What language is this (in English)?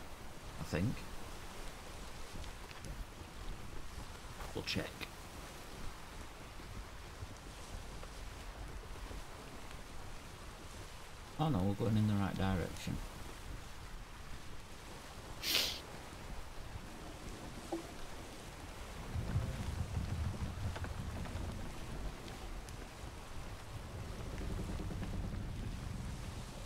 English